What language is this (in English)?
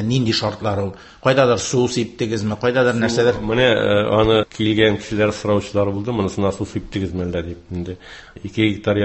Tatar